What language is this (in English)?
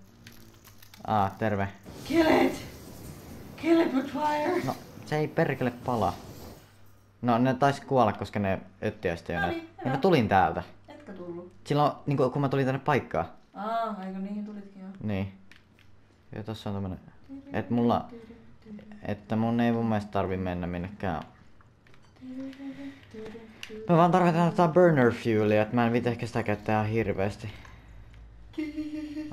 Finnish